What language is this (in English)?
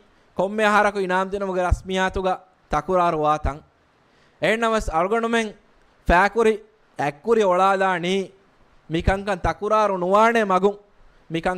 Divehi